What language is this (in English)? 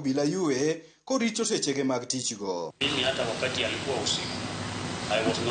Luo (Kenya and Tanzania)